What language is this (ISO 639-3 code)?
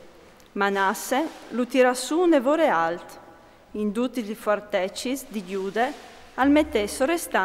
fur